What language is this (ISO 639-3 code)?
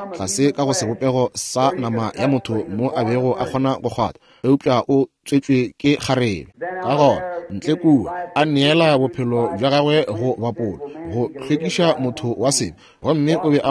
nso